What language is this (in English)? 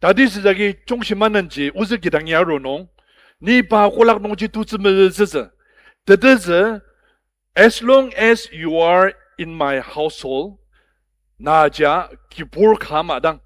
Ao Naga